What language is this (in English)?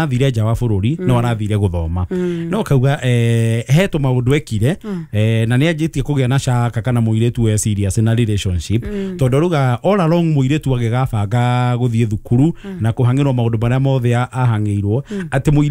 Kikuyu